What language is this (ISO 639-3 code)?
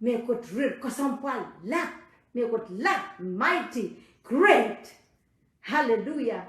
pon